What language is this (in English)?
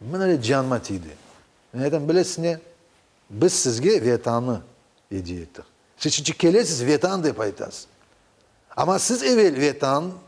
Crimean Tatar